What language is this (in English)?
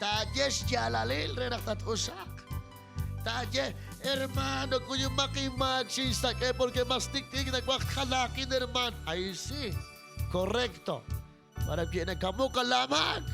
Kekchí